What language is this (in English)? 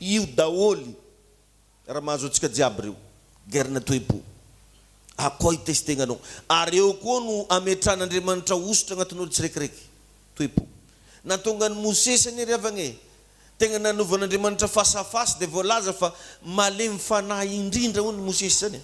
Malagasy